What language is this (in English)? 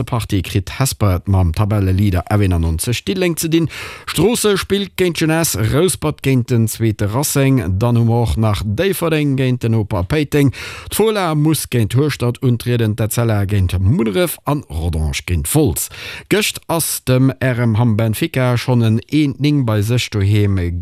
Luxembourgish